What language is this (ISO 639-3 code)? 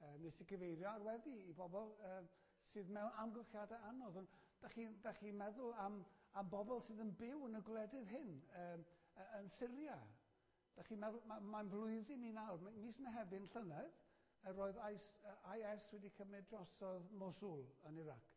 cym